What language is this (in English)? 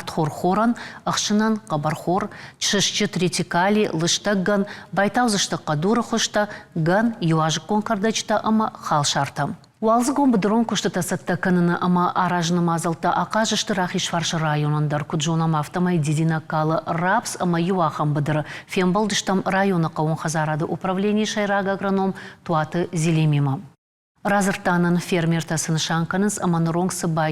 Ossetic